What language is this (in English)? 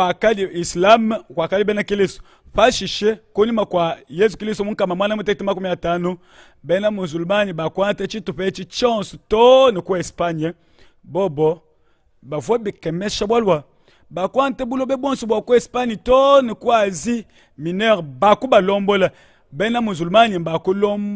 Luba-Lulua